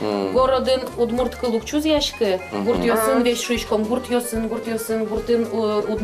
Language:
Udmurt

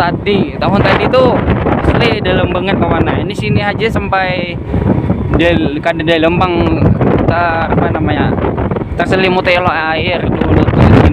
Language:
Banjar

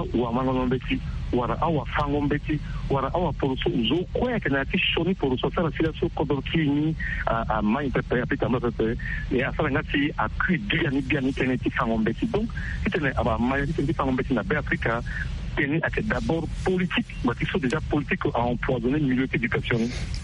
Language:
Sango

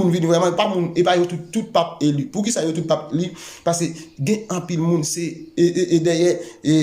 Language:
Haitian Creole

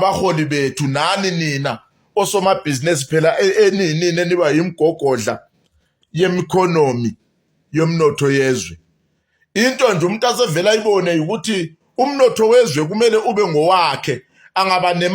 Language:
Zulu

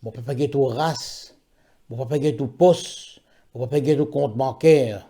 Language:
Morisyen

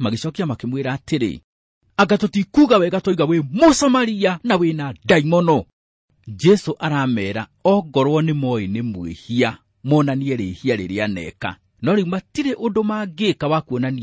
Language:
Kikuyu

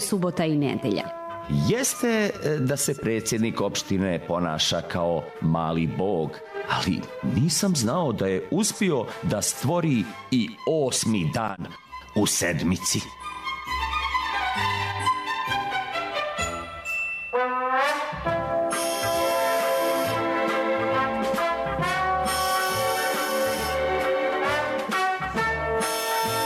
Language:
Serbian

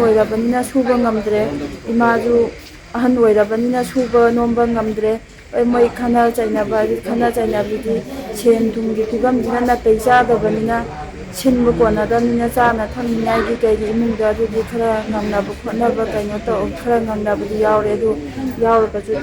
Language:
Manipuri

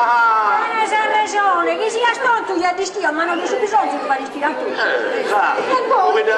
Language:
Sardinian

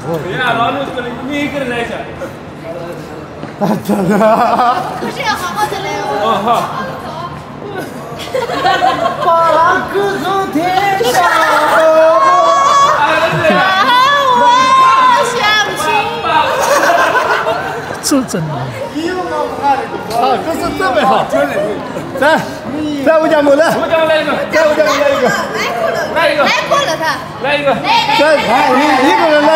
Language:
Chinese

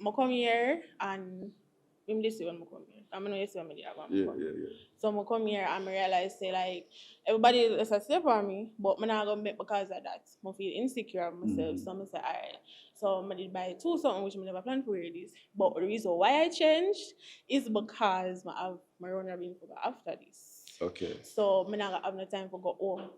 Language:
Jamaican Creole English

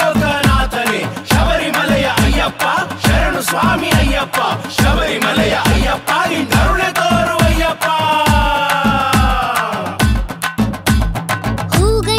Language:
Kannada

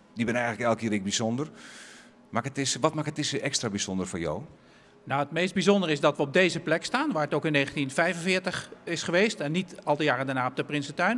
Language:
Western Frisian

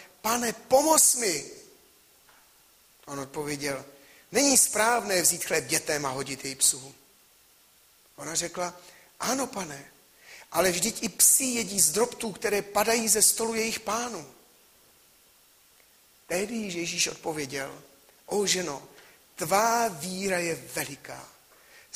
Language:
Czech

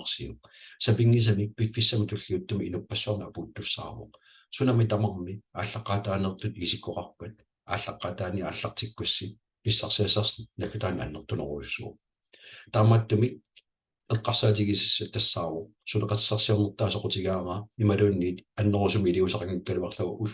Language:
Kalaallisut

